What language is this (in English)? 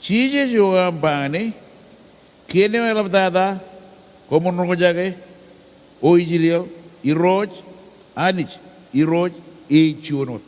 Marshallese